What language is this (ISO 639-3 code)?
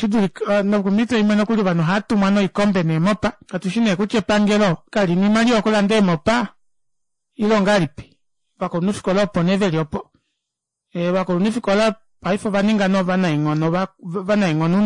kua